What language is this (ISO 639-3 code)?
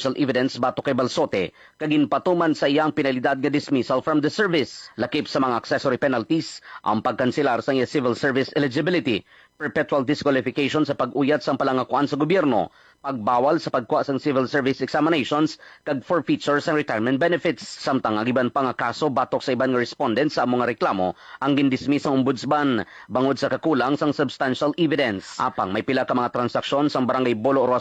hil